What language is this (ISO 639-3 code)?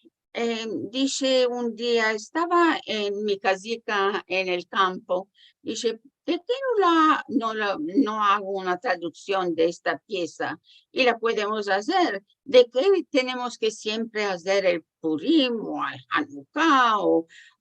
lad